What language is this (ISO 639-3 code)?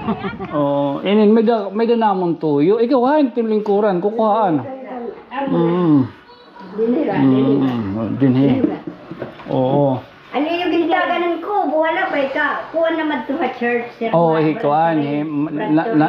war